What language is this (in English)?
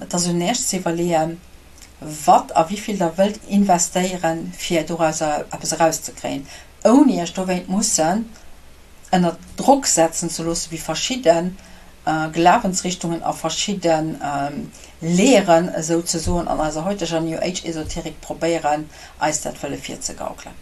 Luxembourgish